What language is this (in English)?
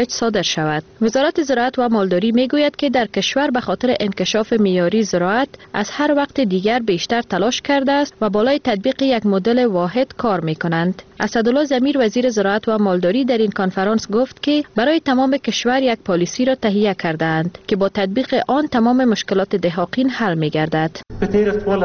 Persian